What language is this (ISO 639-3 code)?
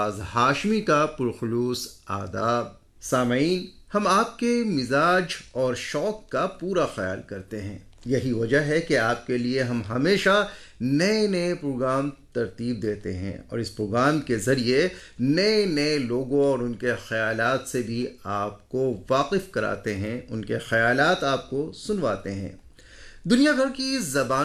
urd